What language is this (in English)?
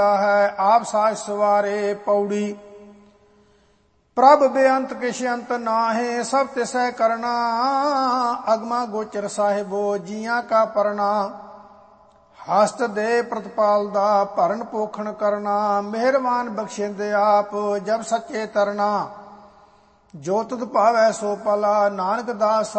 Punjabi